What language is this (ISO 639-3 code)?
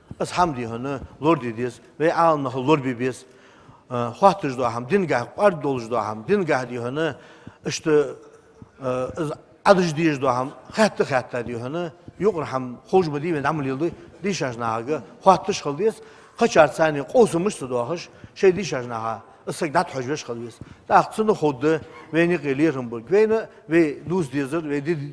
inh